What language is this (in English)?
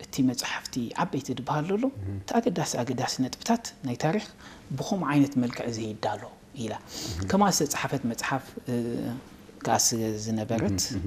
Tigrinya